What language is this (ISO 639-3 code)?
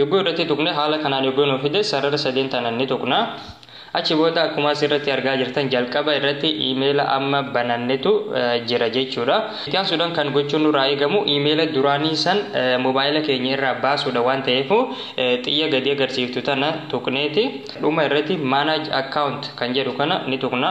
orm